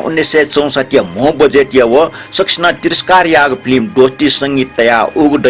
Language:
Newari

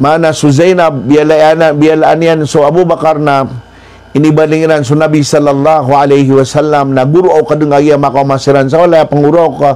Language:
Maranao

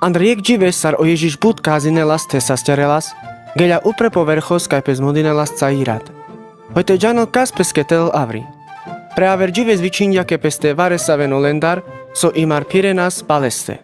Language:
Carpathian Romani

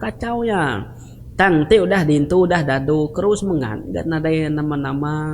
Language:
Iban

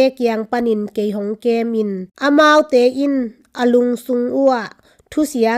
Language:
Tedim Chin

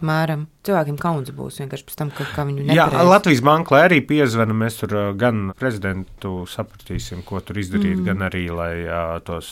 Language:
Latvian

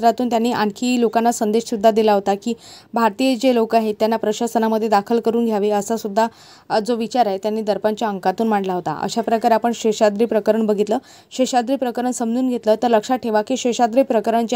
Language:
Marathi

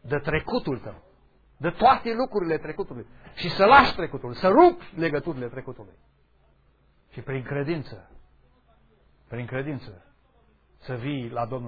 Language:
Romanian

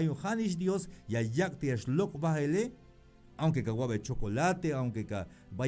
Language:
Tzeltal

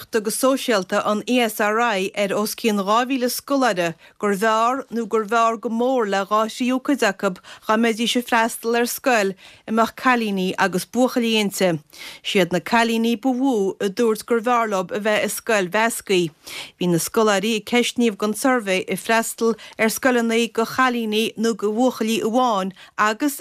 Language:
Irish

